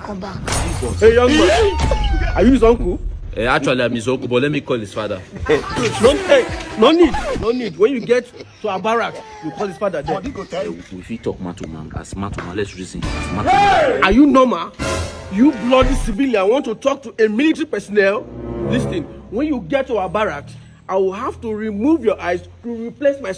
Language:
Nigerian Pidgin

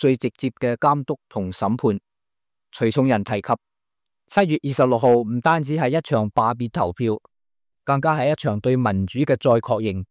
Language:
Cantonese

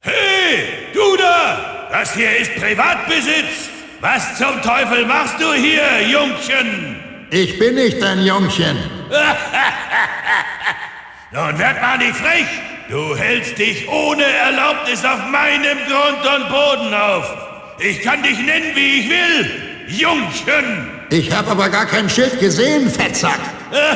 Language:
Bavarian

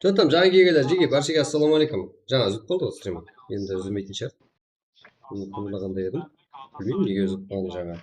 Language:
Kara-Kalpak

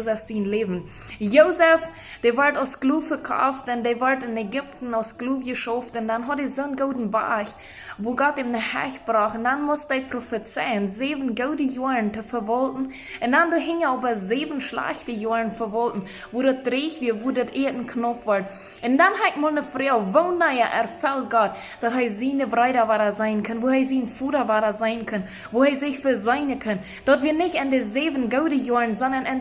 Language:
Plautdietsch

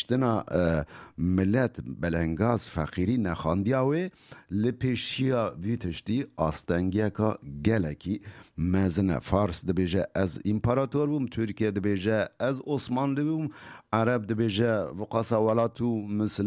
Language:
Kurdish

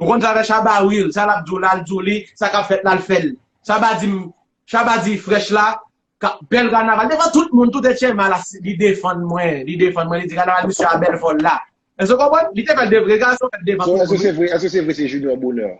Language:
Haitian Creole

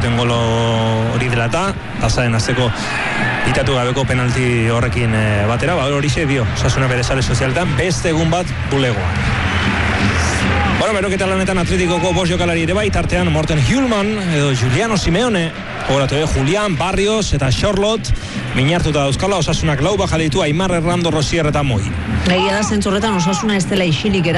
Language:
Basque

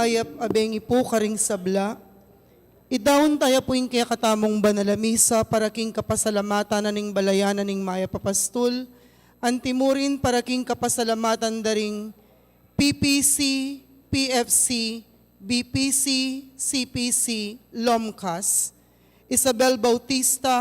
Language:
Pampanga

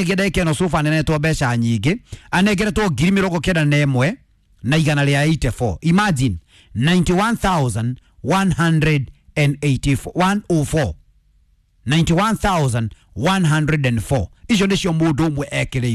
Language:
Kikuyu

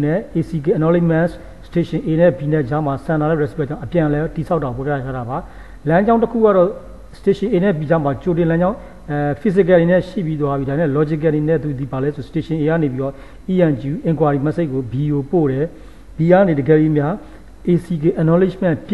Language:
Burmese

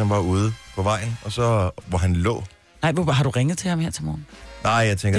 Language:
Danish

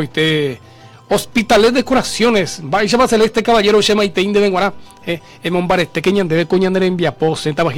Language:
Guarani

